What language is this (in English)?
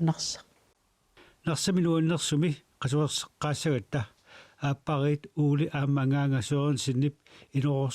Kalaallisut